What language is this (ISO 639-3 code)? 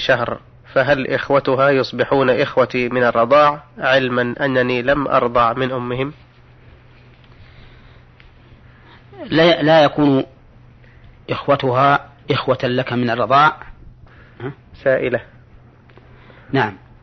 ara